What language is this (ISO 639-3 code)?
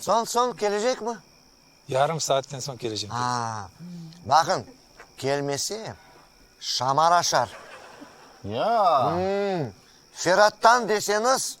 crh